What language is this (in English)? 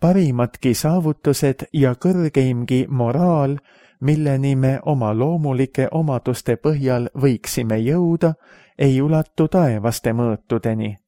Estonian